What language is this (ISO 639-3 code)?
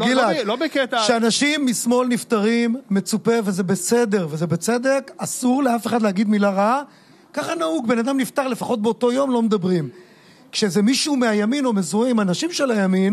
heb